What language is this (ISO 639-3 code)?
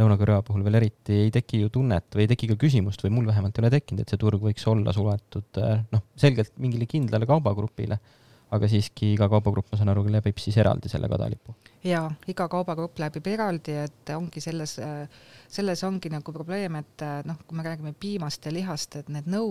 est